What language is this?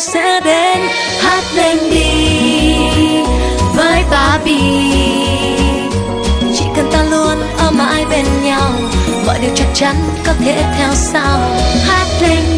Vietnamese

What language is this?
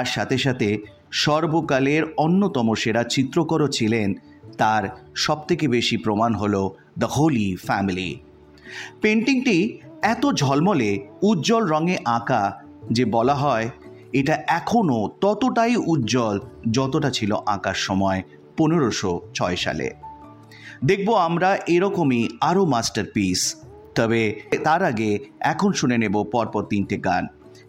Bangla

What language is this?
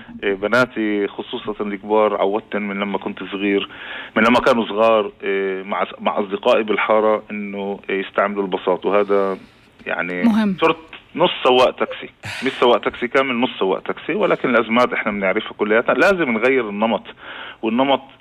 North Levantine Arabic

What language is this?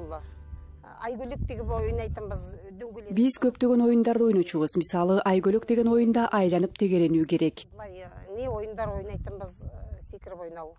Kyrgyz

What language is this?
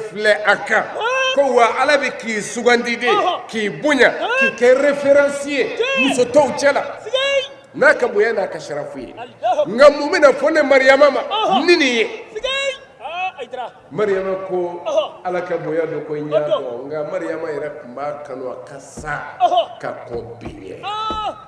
Bambara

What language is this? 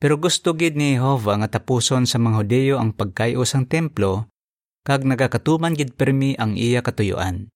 Hiligaynon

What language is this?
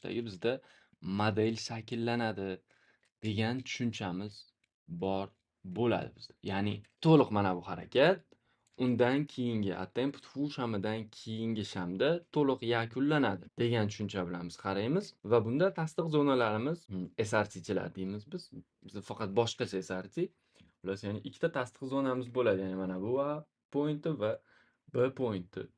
Uzbek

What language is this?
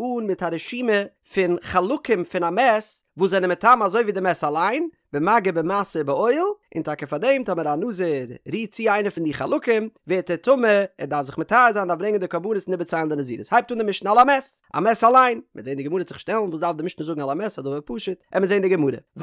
Yiddish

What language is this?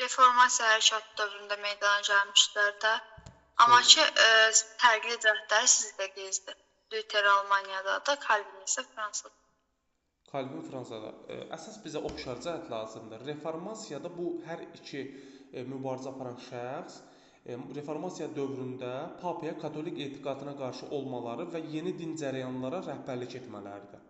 Azerbaijani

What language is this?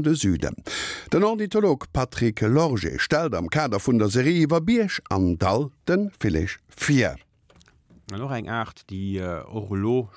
Luxembourgish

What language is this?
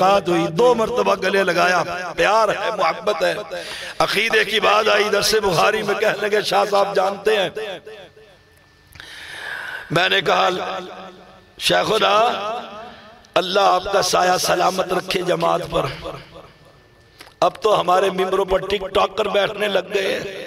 Urdu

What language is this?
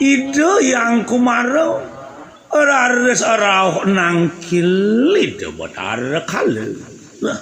Balinese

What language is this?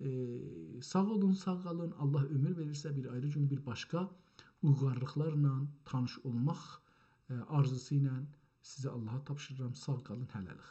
South Azerbaijani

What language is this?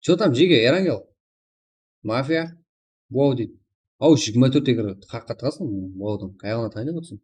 Kara-Kalpak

